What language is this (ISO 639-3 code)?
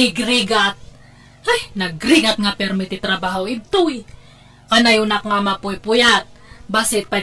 ilo